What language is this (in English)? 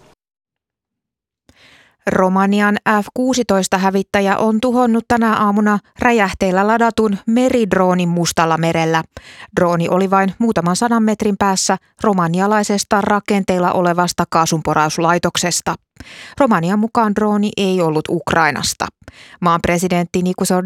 Finnish